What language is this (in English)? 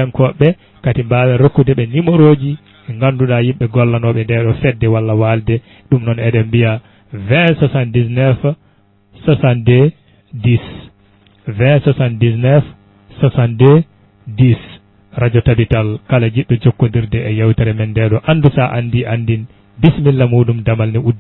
Fula